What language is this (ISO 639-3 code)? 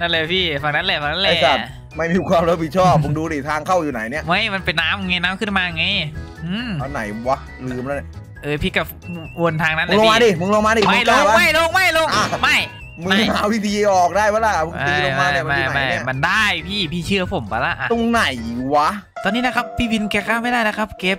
tha